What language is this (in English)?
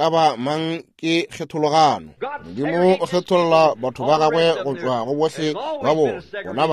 Northern Sotho